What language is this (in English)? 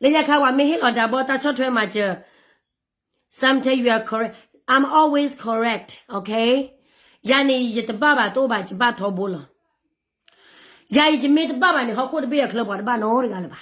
S'gaw Karen